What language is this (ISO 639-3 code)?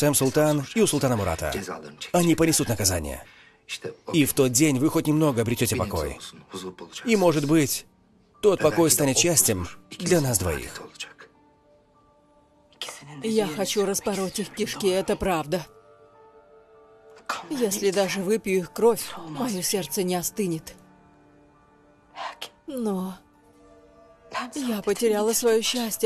rus